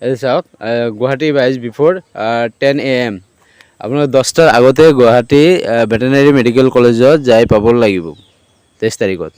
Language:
Assamese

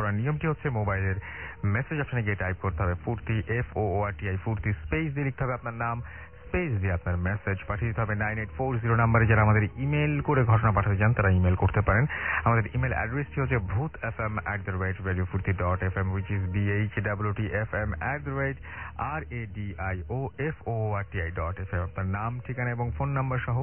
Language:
Bangla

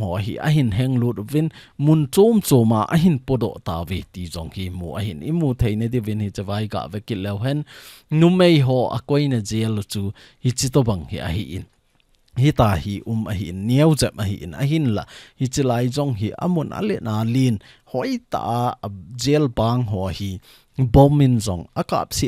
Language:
Thado Chin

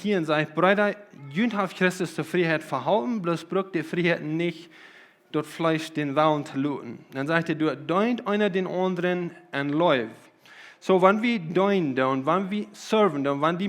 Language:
Plautdietsch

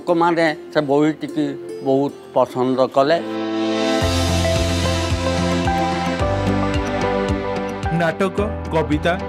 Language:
Odia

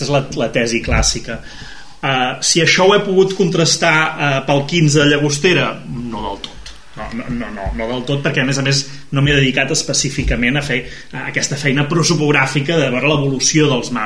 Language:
Catalan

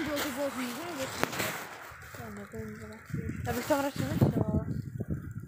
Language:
Czech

